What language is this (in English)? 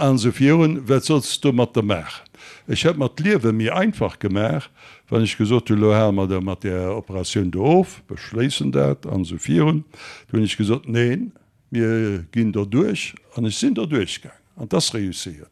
Luxembourgish